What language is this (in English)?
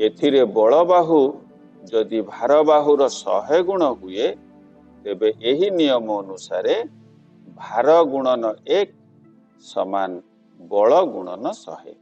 Odia